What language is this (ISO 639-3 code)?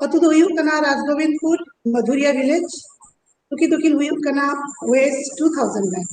sat